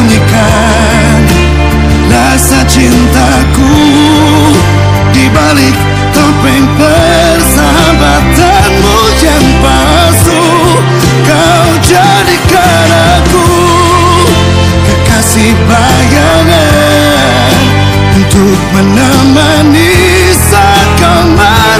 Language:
Indonesian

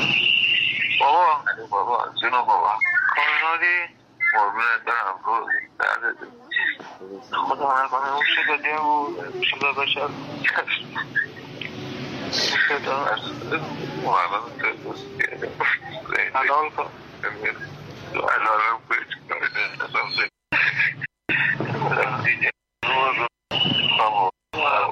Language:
Persian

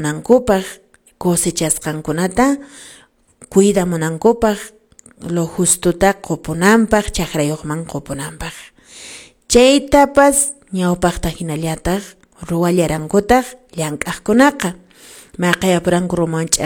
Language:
Quechua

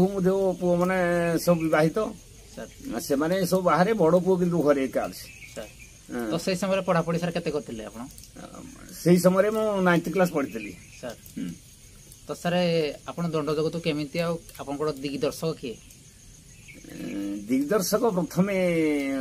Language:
Odia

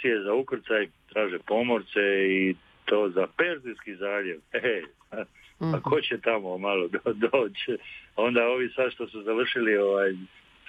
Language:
Croatian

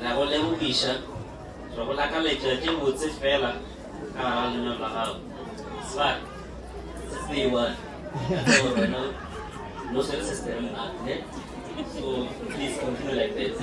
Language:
Northern Sotho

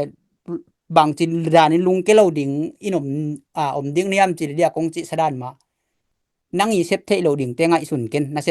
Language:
Tedim Chin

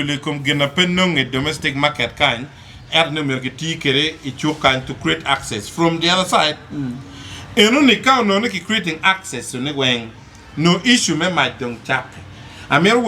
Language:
Acoli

